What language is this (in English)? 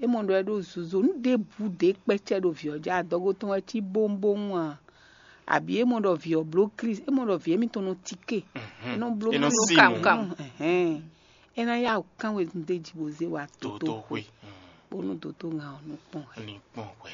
Fon